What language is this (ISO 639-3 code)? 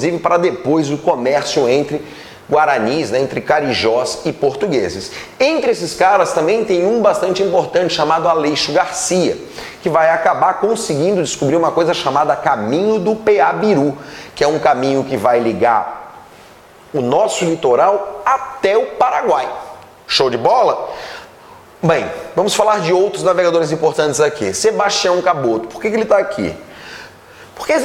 por